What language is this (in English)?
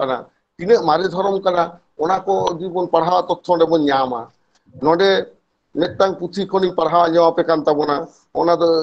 Santali